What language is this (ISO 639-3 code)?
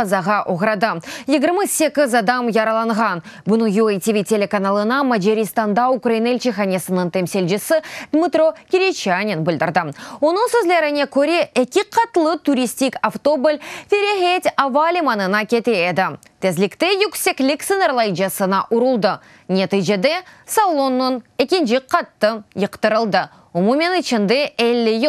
crh